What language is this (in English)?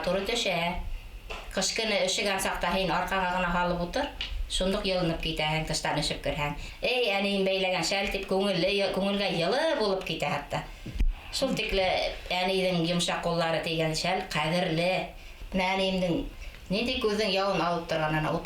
Bashkir